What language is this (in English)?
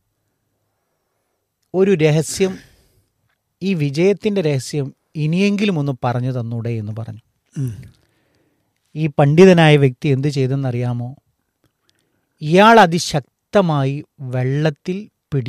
Malayalam